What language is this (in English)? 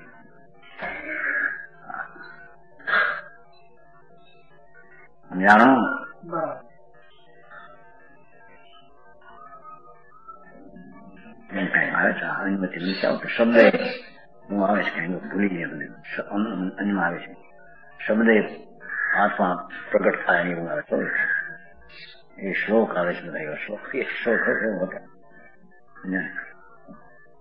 Gujarati